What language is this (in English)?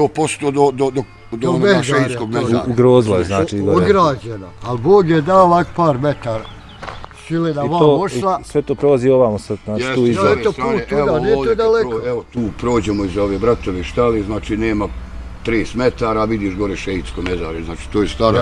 Bosnian